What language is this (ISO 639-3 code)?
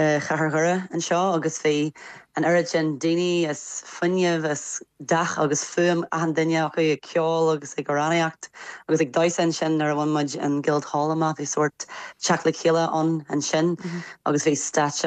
gle